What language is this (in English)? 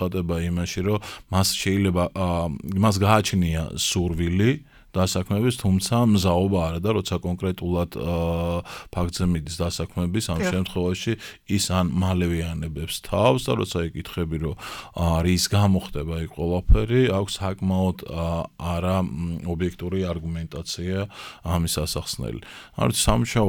Georgian